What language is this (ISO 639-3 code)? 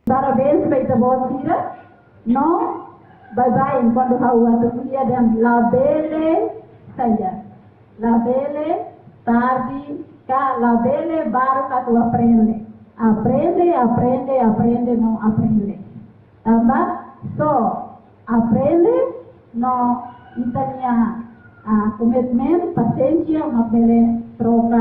tet